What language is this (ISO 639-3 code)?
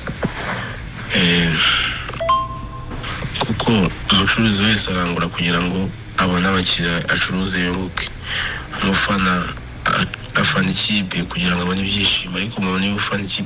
kin